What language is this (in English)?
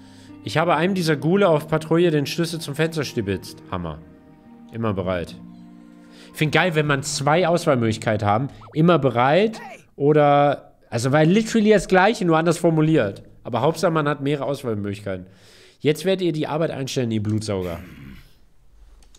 German